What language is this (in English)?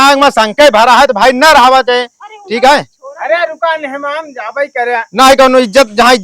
Awadhi